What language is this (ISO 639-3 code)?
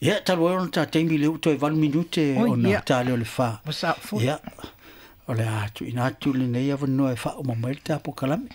smo